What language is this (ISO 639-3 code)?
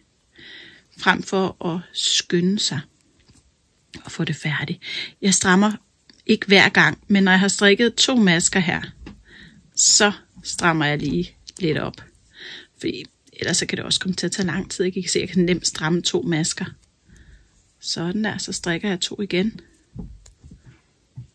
dan